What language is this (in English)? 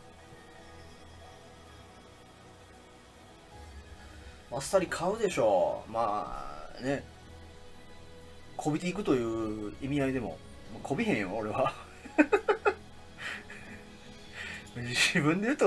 Japanese